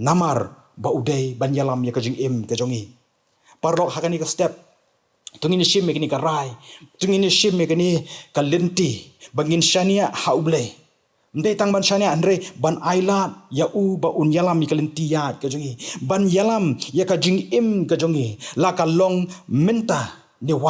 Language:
Khasi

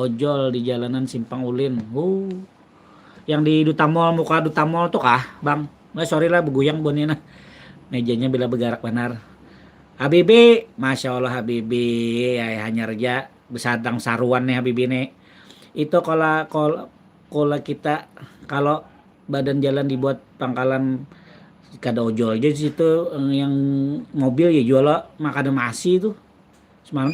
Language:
Banjar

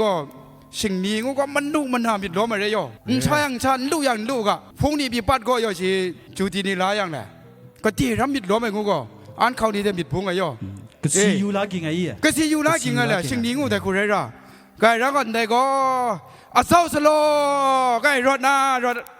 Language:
Kachin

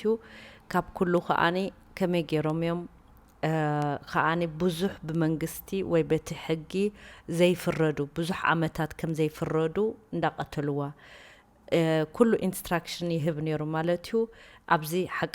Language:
Tigrinya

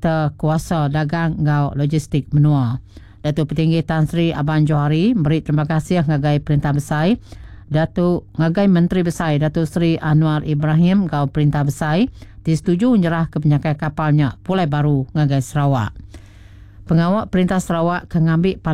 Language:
Iban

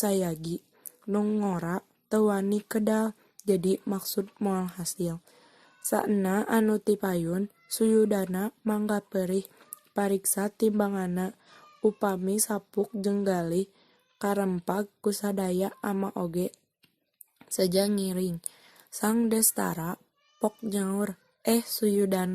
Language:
Sundanese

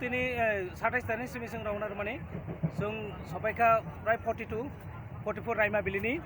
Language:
Kok Borok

